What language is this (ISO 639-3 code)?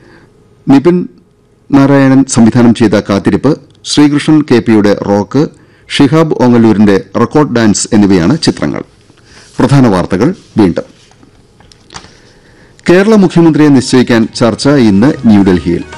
mal